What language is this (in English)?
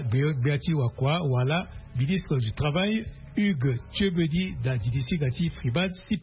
Sango